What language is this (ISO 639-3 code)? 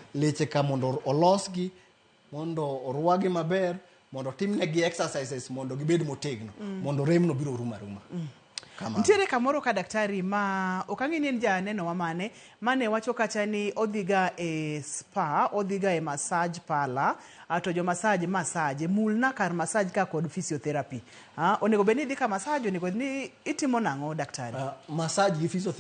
luo